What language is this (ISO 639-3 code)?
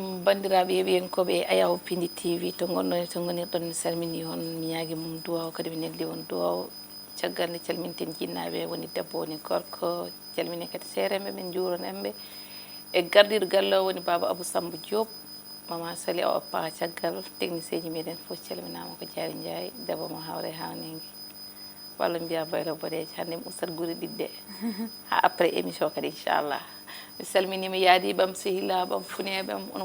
ful